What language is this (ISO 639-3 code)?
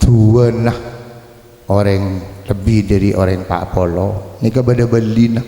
mad